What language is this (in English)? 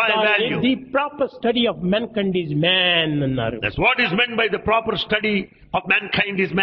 Telugu